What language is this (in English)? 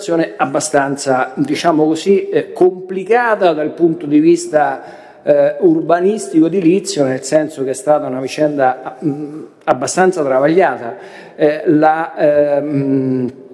Italian